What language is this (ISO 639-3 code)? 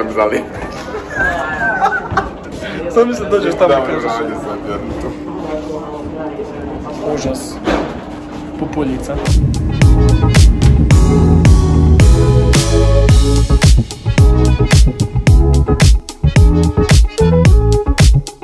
hrv